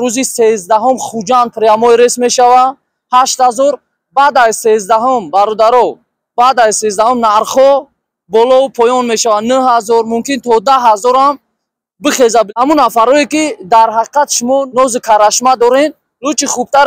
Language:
Tajik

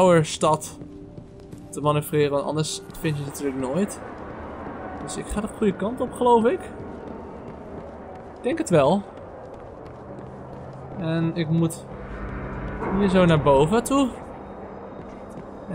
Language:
Dutch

